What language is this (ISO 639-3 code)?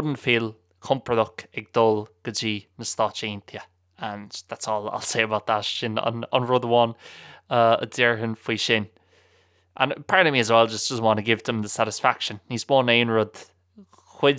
gle